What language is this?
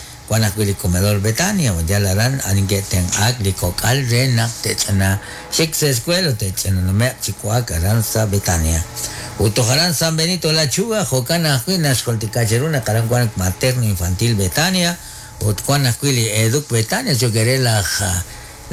Kekchí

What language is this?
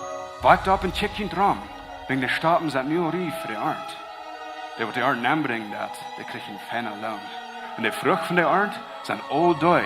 Plautdietsch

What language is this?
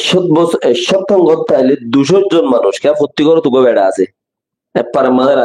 Rohingya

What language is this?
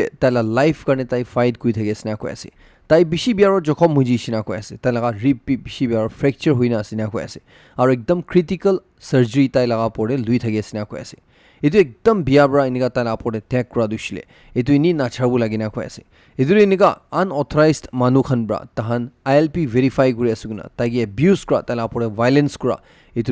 Naga Pidgin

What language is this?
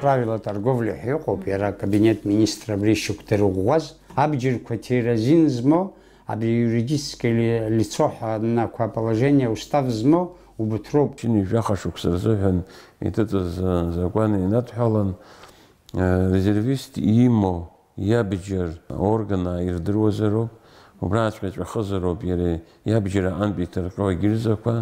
Abkhazian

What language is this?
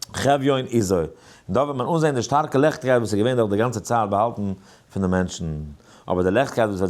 Yiddish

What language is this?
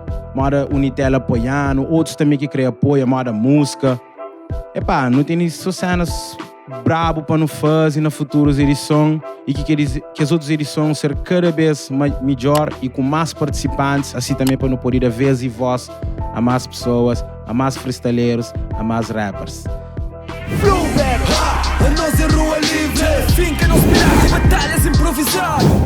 Kabuverdianu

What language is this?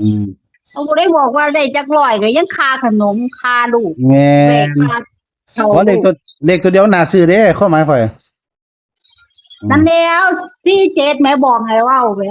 Northeastern Thai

